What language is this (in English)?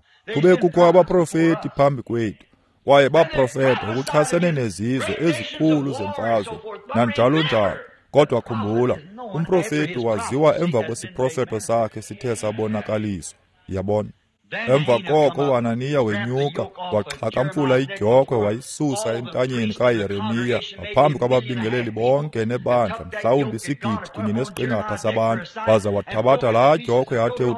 Xhosa